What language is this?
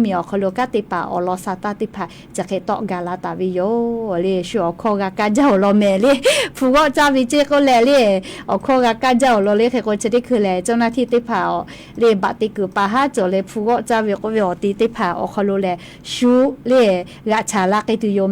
Lahu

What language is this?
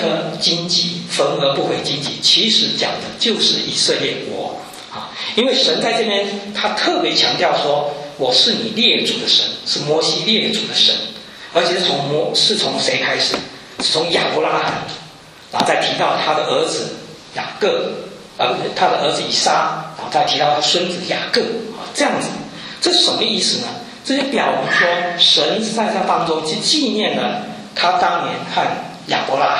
Chinese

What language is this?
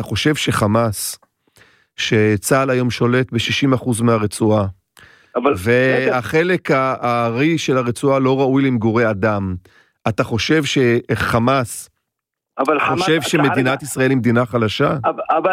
Hebrew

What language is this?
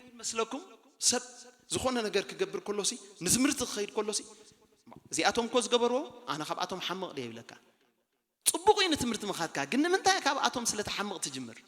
Tigrinya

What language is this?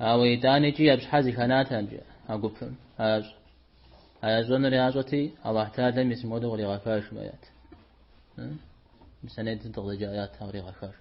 Kabardian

